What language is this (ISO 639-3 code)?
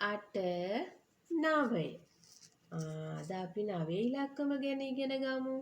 sin